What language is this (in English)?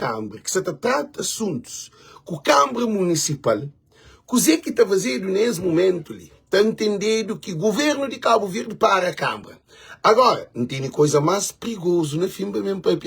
Kabuverdianu